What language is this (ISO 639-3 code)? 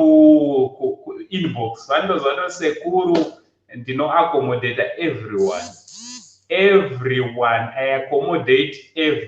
sna